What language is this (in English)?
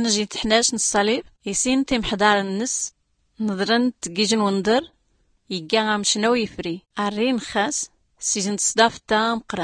Tachelhit